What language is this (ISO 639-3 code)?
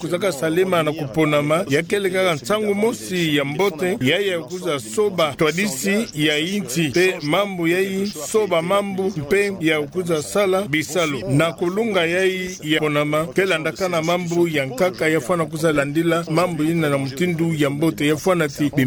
ktu